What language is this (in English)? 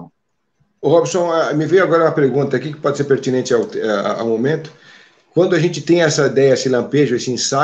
Portuguese